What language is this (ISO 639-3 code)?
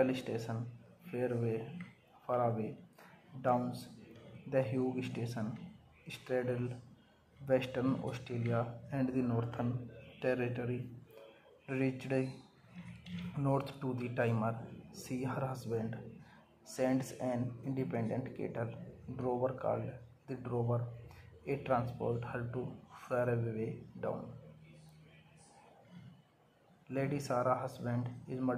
eng